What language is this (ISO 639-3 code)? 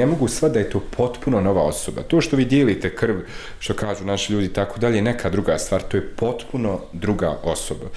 bos